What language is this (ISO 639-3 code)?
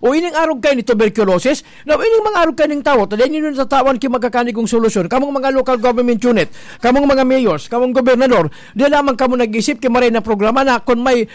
bik